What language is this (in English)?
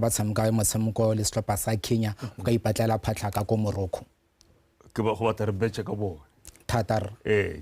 Tswana